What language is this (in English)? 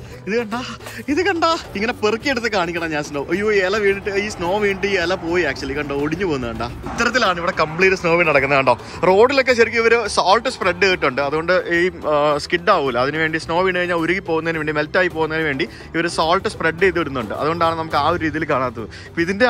Malayalam